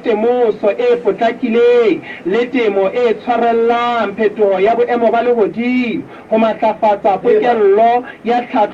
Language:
Southern Sotho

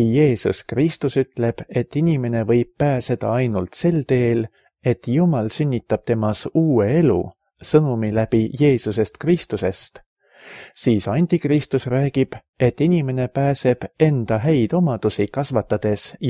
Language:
Estonian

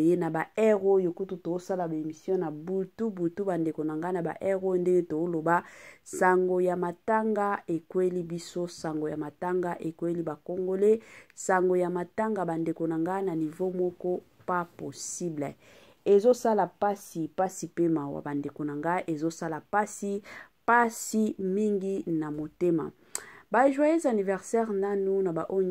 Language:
Lingala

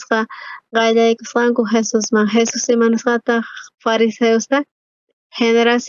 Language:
South Bolivian Quechua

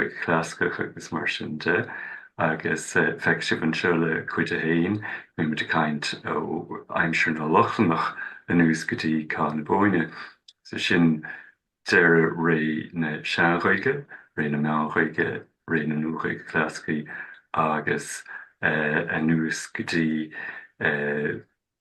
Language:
Irish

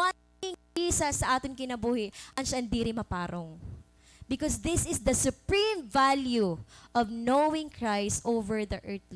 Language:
Waray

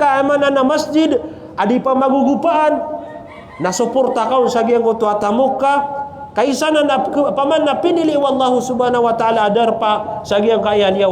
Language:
Maranao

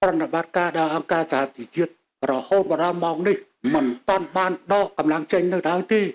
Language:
Khmer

